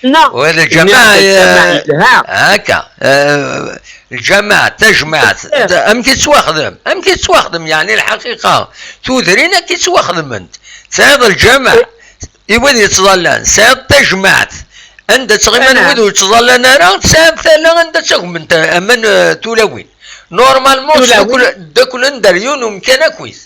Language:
Kabyle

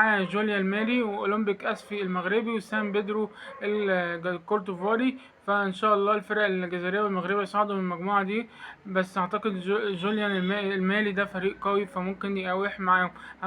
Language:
Egyptian Arabic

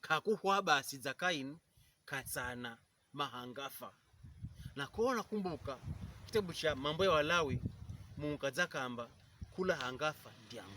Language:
Pokomo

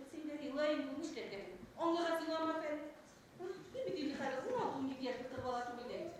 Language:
Bashkir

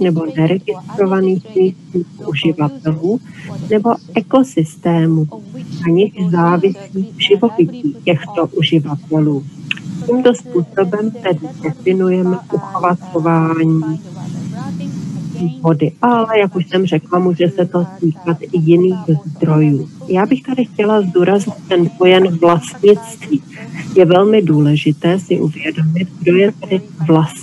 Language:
Czech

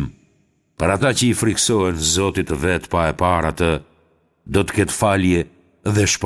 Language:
Albanian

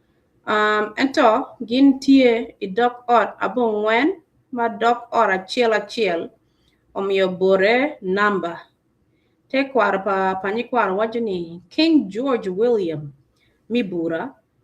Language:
Acoli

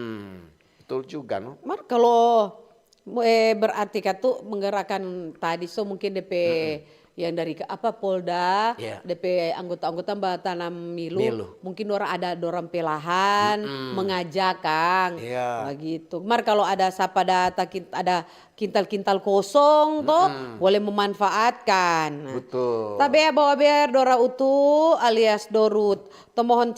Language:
Manado Malay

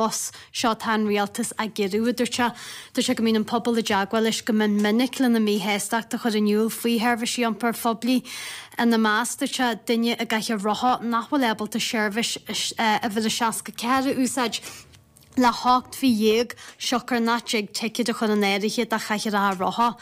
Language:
Irish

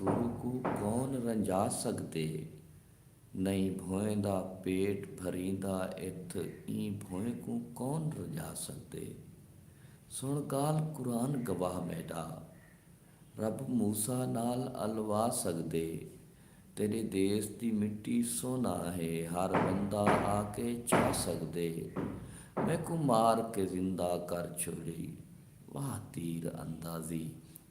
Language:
Saraiki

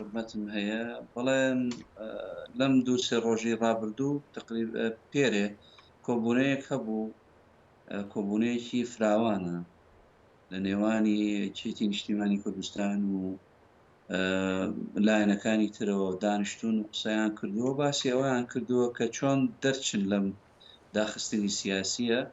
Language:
Central Kurdish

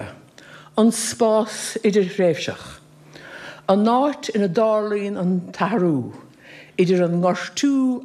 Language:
Irish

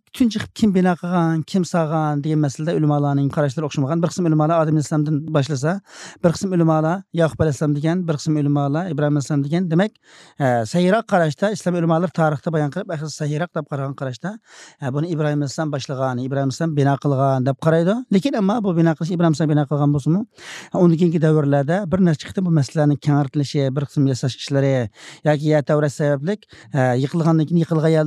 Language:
Uyghur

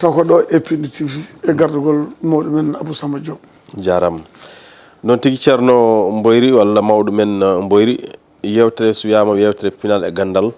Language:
Fula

